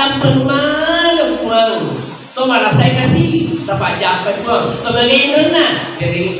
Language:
Buginese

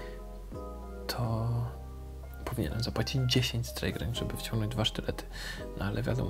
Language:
Polish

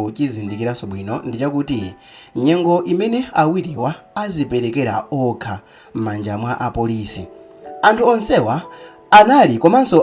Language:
Nyanja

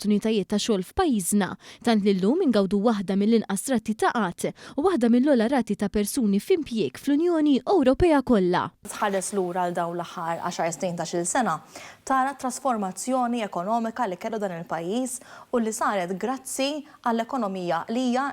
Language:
Maltese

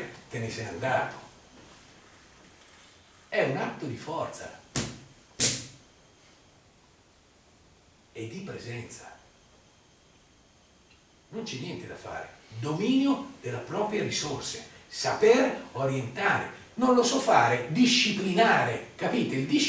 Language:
Italian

